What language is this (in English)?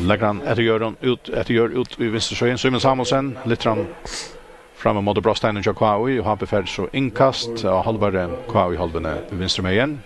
Faroese